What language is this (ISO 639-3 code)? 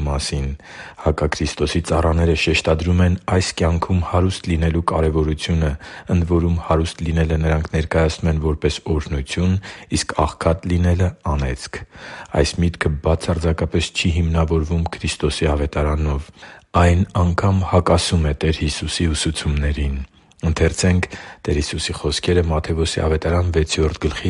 hye